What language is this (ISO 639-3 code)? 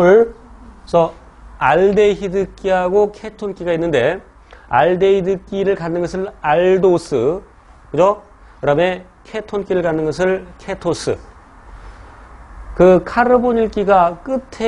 kor